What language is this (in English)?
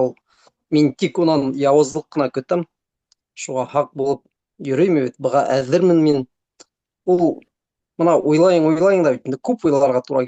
Bashkir